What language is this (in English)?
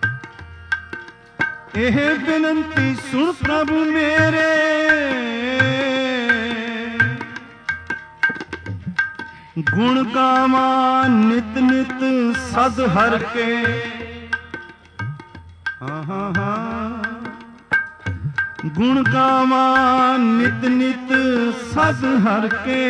Punjabi